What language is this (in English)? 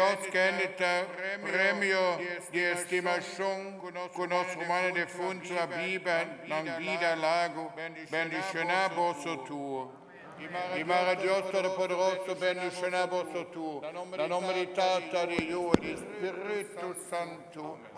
Papiamento